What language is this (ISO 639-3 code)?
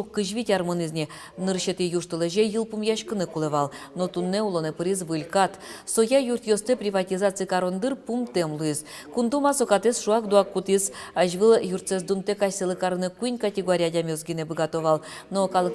udm